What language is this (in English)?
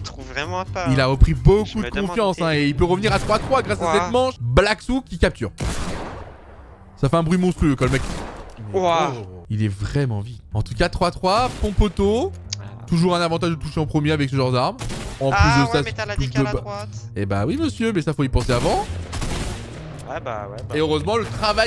French